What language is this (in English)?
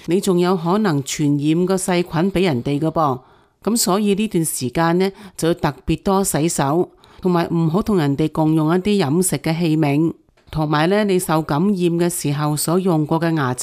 Cantonese